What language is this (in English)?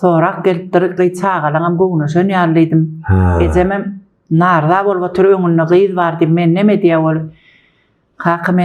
Turkmen